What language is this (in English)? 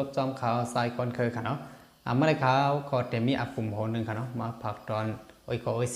Shan